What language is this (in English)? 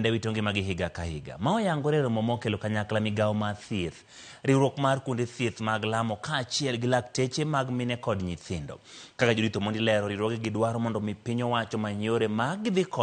Luo (Kenya and Tanzania)